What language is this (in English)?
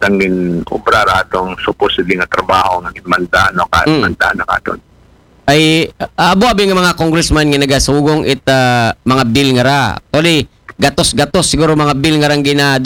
Aklanon